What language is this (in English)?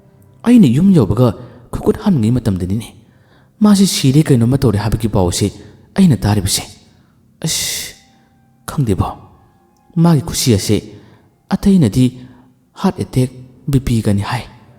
Manipuri